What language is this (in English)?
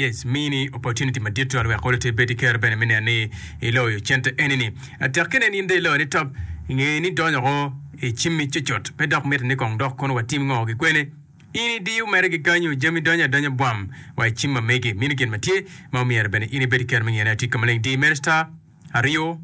Acoli